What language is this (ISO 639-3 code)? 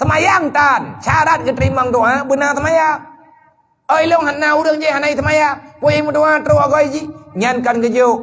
ace